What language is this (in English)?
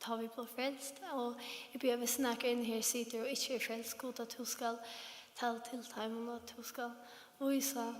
Faroese